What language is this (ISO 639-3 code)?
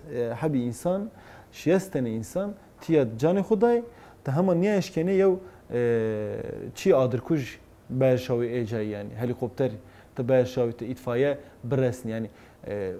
zza